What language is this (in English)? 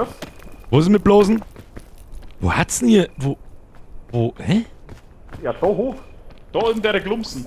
Bavarian